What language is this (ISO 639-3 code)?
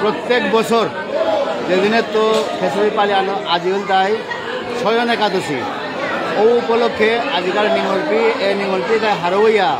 bpy